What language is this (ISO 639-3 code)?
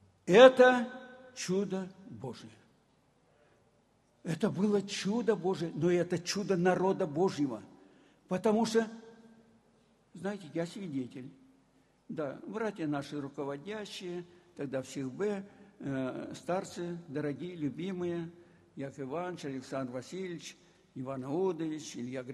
rus